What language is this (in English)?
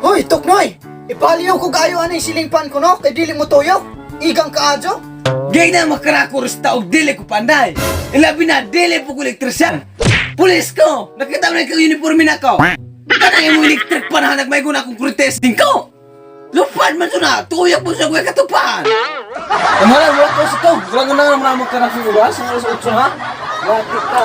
Cebuano